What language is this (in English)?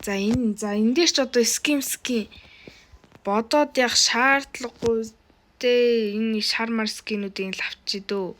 Mongolian